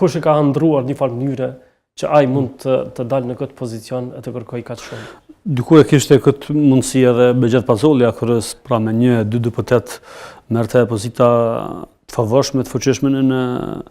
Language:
Albanian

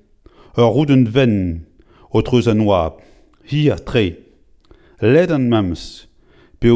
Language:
Breton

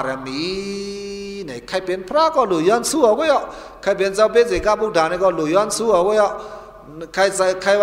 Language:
Shan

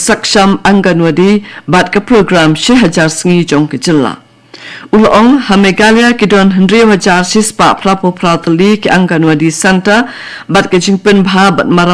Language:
Khasi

